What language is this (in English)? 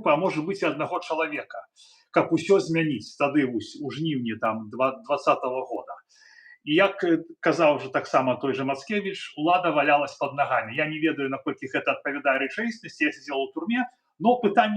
Belarusian